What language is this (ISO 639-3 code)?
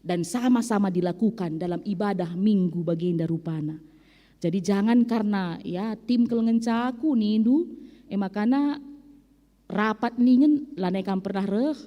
btx